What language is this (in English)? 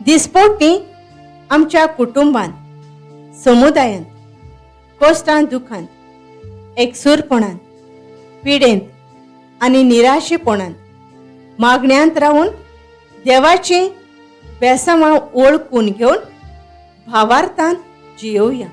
Konkani